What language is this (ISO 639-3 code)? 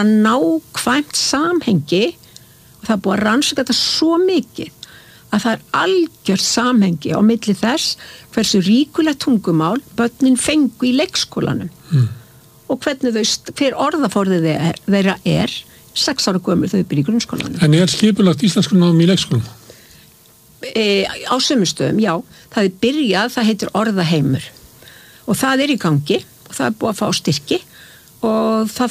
isl